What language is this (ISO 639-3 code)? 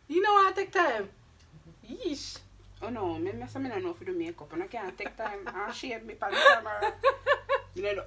jam